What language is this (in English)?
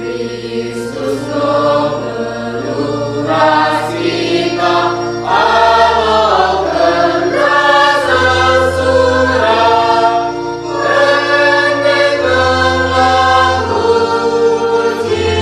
Batak Karo